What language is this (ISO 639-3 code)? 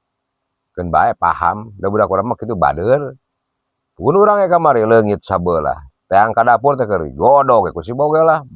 sun